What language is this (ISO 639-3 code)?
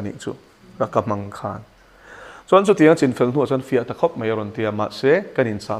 lus